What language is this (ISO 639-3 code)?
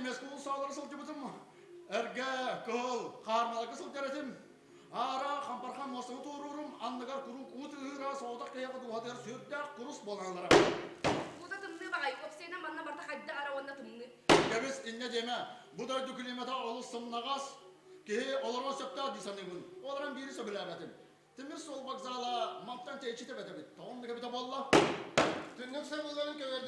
sah